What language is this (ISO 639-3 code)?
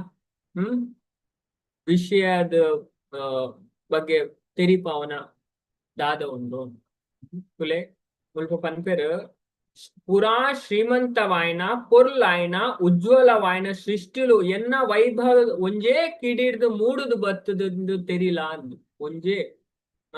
tcy